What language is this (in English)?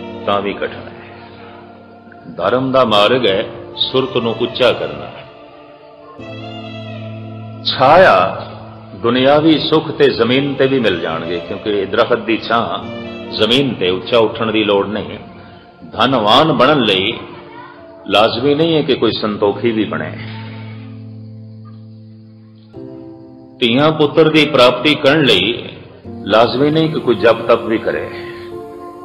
Punjabi